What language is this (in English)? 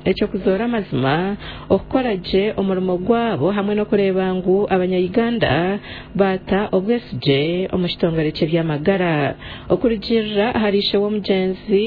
Nyankole